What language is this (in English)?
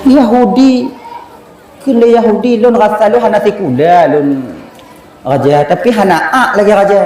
Achinese